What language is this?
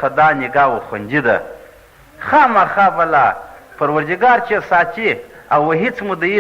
Pashto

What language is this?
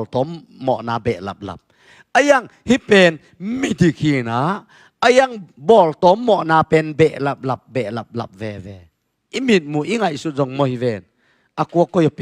Tedim Chin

